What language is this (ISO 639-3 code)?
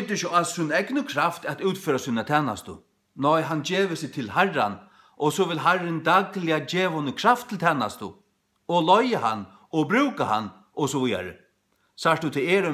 fao